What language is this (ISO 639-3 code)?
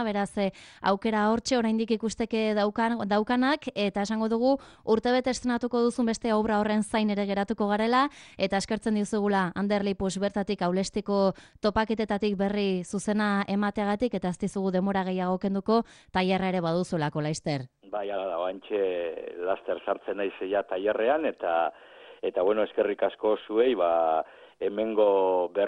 eus